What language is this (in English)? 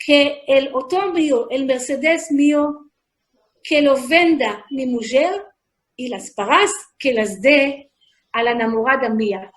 Ladino